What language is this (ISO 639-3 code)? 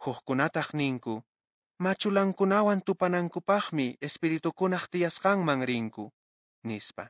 que